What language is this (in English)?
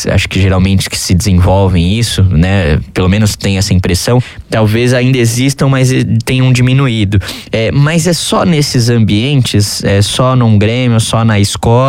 Portuguese